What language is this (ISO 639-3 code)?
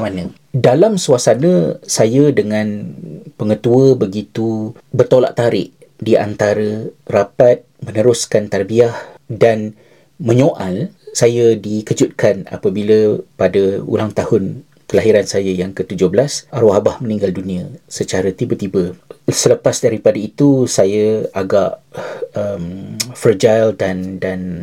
msa